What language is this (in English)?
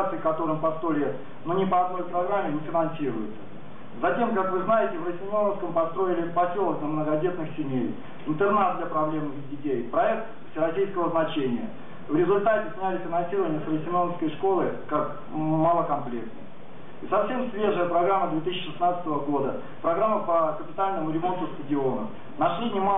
Russian